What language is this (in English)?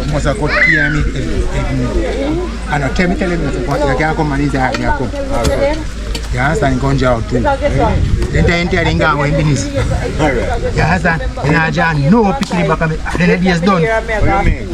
Jamaican Creole English